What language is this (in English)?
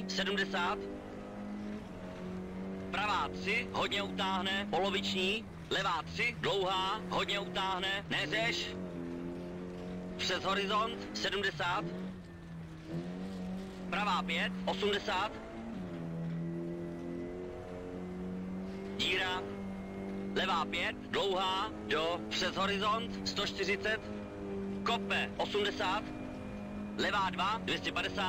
Czech